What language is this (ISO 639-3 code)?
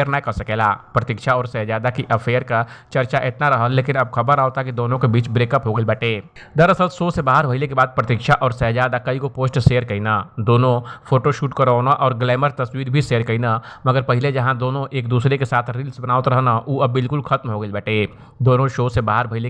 bho